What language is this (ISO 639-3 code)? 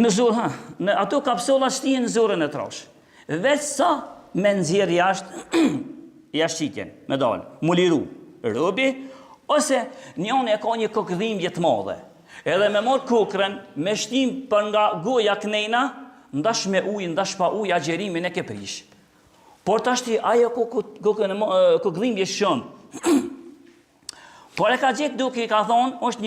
sqi